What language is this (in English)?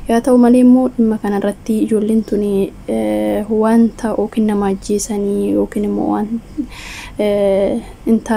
Oromo